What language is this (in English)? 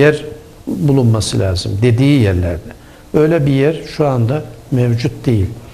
Turkish